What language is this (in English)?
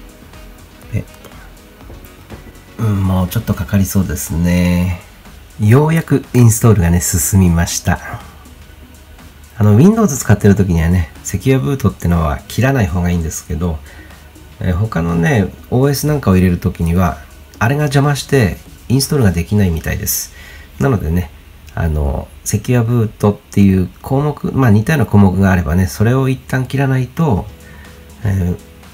Japanese